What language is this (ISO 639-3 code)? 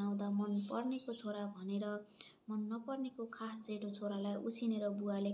nep